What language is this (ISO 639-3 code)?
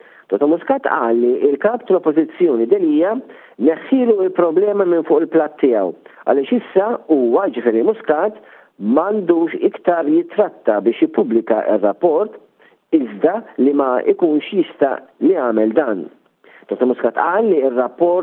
mlt